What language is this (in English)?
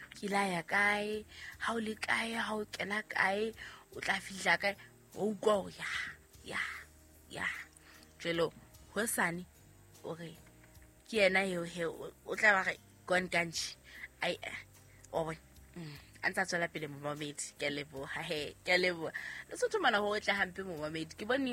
Southern Sotho